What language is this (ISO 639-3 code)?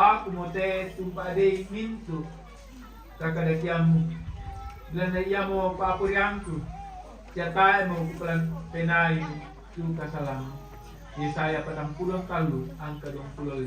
sda